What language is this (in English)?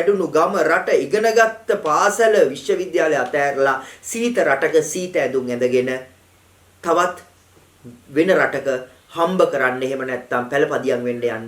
Sinhala